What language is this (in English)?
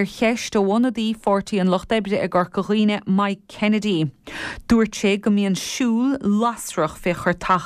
Irish